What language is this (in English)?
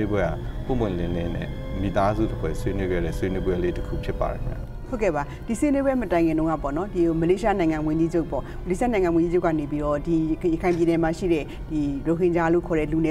Burmese